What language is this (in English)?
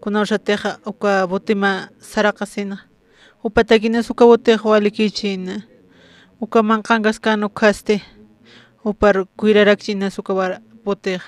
Aymara